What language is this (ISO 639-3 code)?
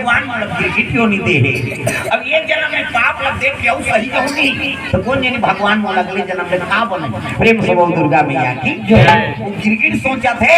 hne